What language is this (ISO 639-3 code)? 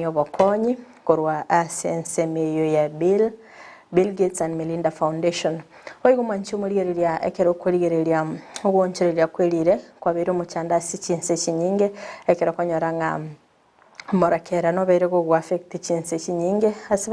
guz